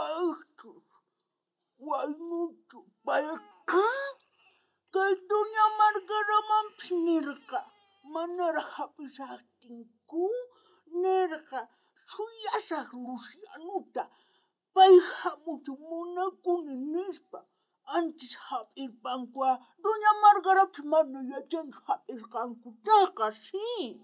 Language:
South Bolivian Quechua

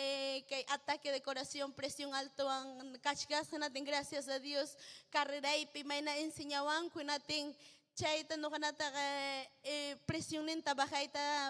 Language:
Ayacucho Quechua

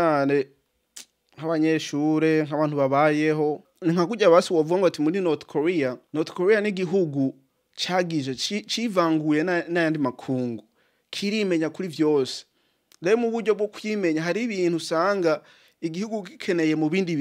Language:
Rundi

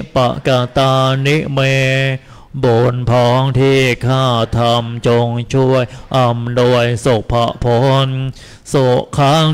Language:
Thai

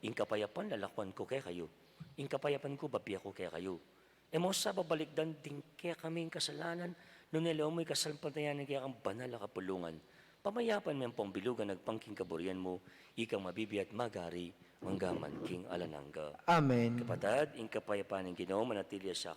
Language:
Pampanga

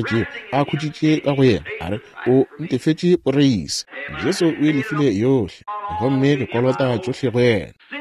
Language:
Northern Sotho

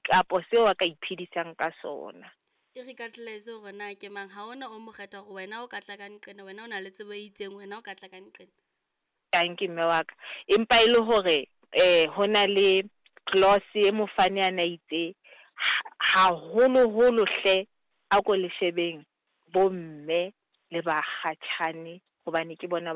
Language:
Southern Sotho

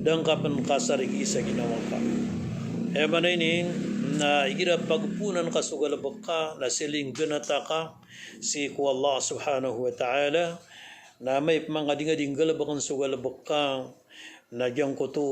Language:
Maranao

